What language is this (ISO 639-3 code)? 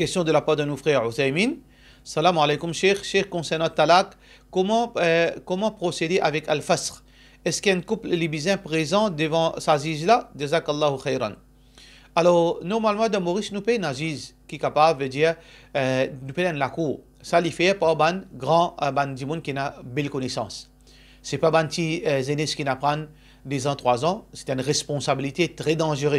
mfe